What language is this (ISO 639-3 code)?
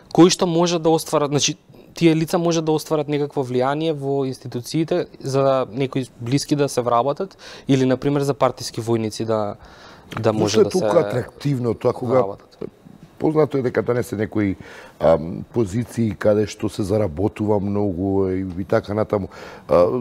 mkd